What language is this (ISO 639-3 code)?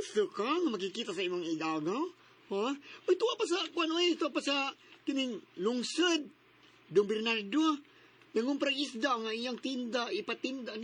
ceb